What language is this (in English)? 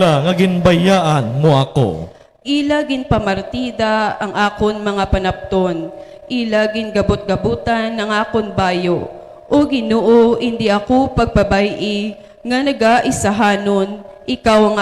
Hiligaynon